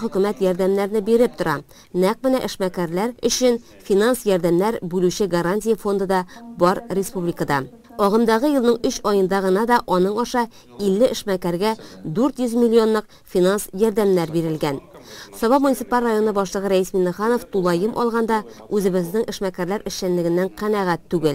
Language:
Tatar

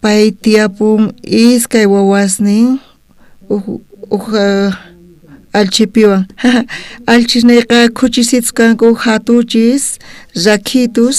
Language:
South Bolivian Quechua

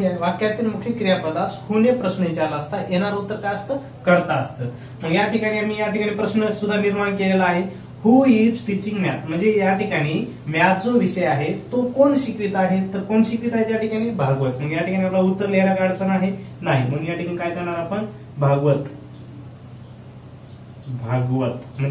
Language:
Marathi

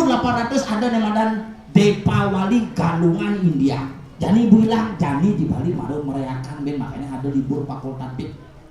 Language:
Balinese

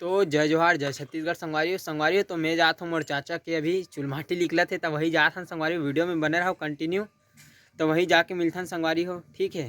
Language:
Chhattisgarhi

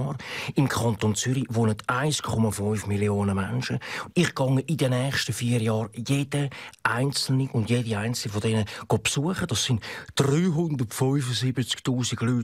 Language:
Swiss German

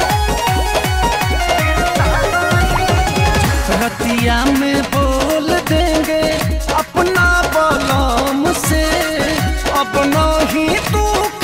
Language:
Bhojpuri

